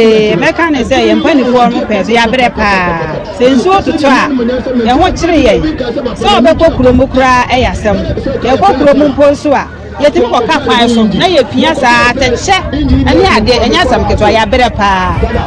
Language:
Akan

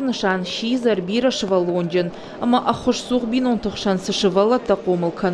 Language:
Ossetic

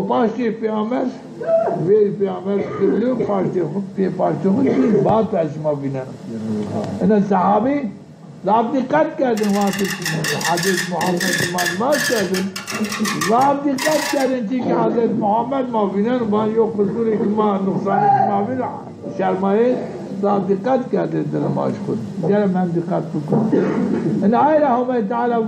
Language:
Zaza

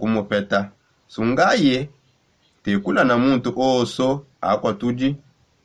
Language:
Songe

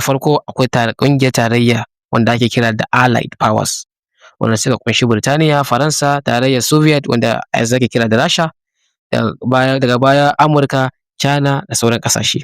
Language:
Hausa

